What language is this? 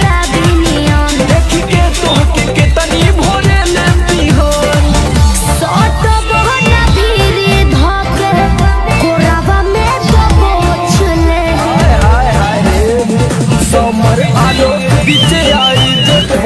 Bhojpuri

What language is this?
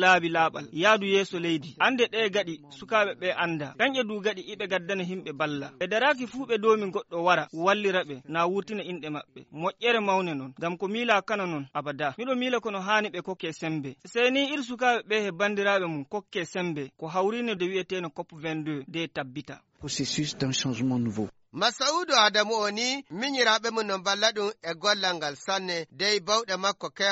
Fula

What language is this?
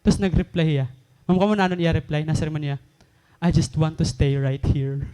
Waray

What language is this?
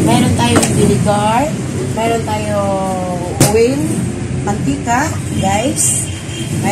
Filipino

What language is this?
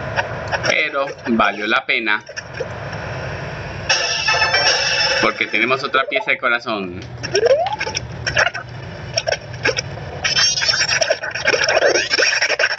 Spanish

